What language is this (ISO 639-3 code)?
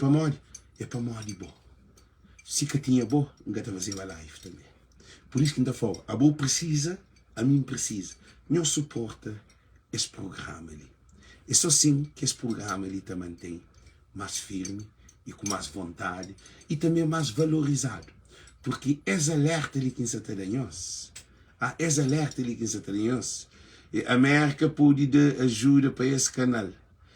kea